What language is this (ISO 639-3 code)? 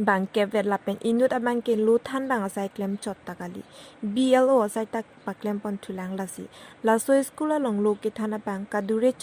mjw